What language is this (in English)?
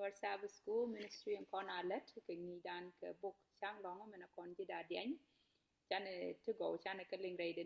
Nuer